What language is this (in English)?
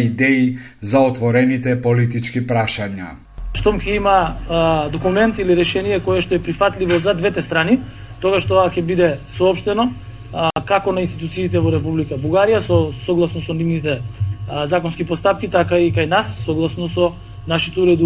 Macedonian